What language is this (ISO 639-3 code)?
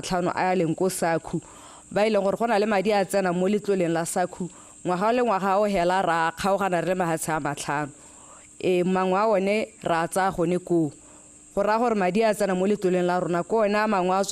tsn